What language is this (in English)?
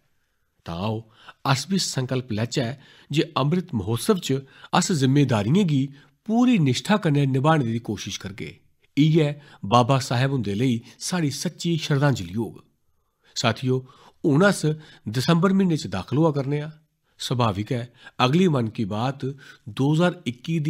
Dogri